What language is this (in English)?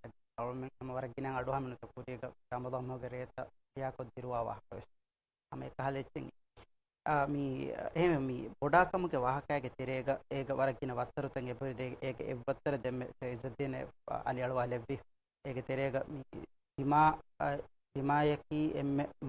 Divehi